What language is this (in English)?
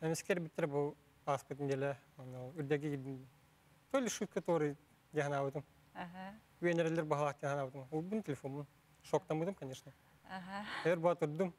Yakut